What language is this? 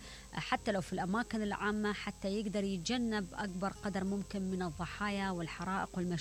Mesopotamian Arabic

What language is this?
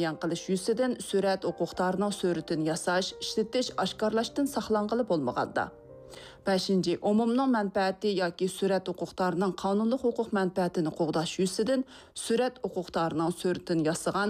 Uyghur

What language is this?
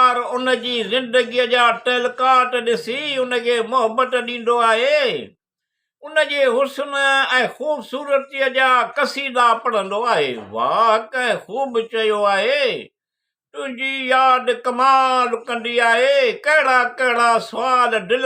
Sindhi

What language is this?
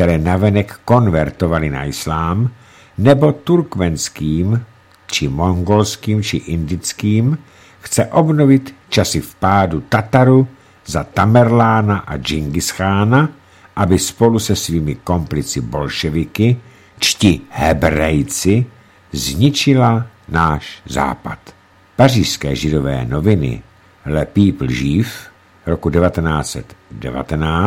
Czech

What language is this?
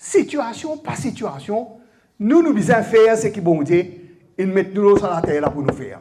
Morisyen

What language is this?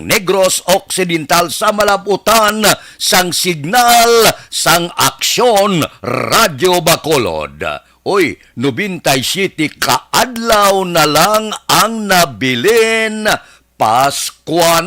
Hiligaynon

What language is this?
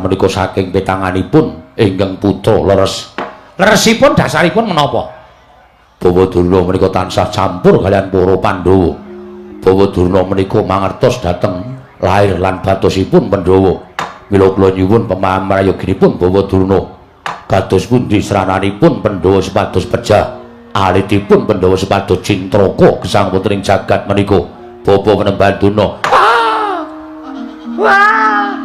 Javanese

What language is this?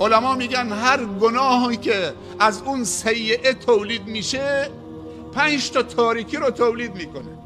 Persian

